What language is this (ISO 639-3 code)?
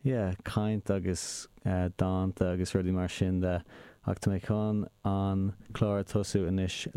gle